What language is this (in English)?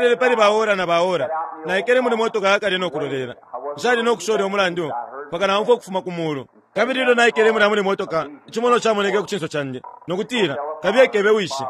Bemba